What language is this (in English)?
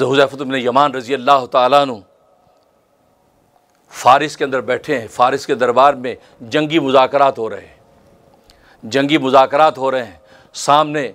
Urdu